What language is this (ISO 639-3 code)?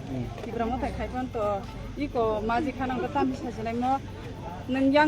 trp